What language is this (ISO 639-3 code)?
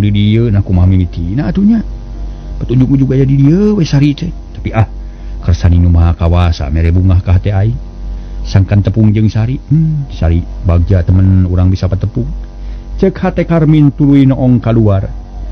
sun